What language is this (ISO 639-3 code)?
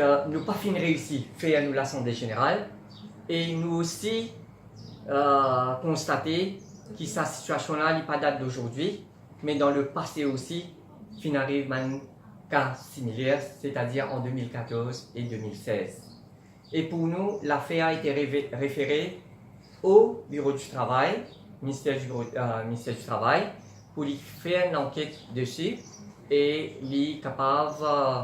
mfe